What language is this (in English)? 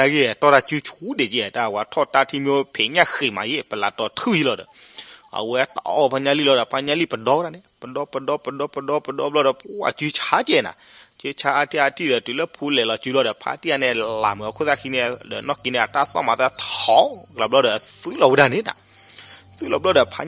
S'gaw Karen